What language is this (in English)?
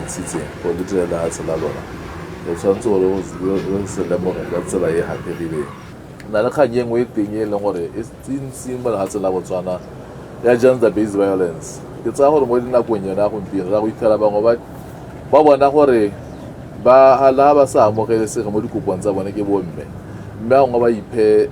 Tswana